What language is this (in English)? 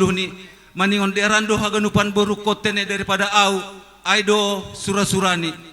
Batak Simalungun